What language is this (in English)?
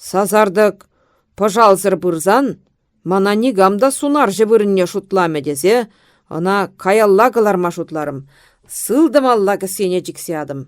Chuvash